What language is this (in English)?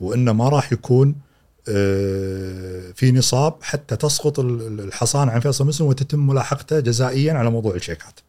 Gulf Arabic